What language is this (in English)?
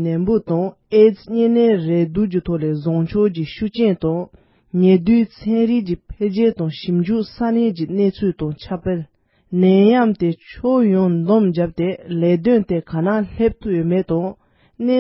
Tibetan